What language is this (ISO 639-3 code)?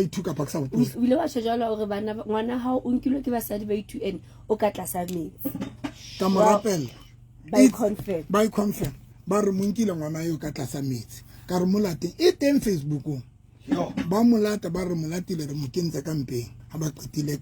sot